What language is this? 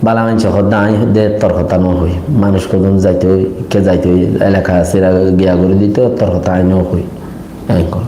Rohingya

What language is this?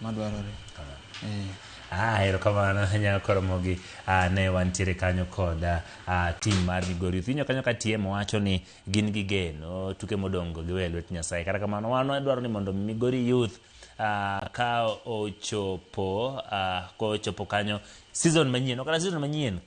Luo (Kenya and Tanzania)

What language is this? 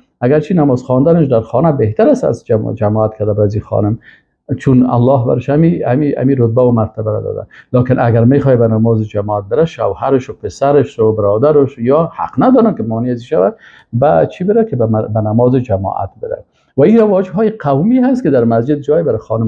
Persian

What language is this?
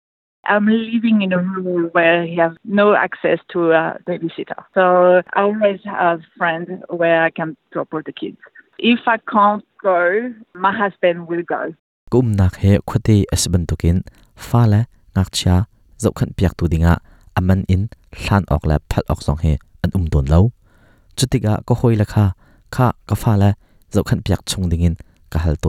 Hakha Chin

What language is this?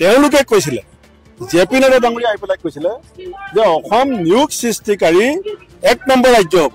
Assamese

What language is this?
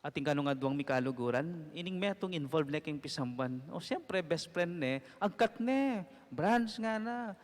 Pampanga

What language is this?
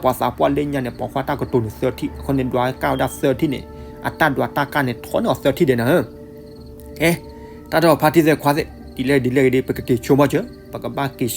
S'gaw Karen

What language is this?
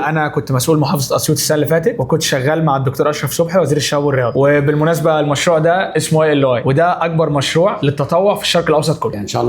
Egyptian Arabic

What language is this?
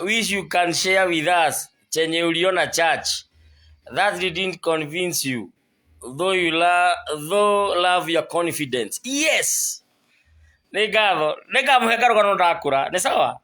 Kikuyu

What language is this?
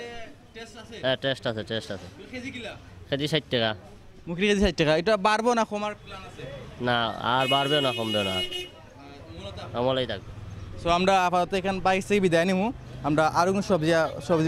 Sylheti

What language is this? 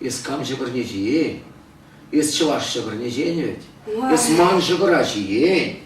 Chuvash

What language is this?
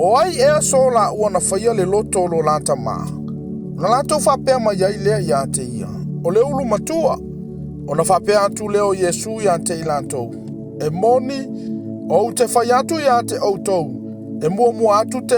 Samoan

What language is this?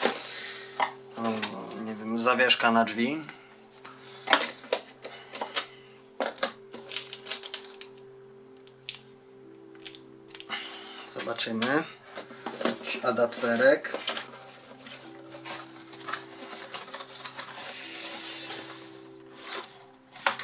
Polish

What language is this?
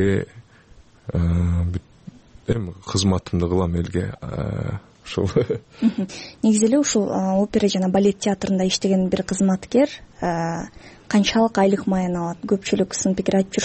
Kyrgyz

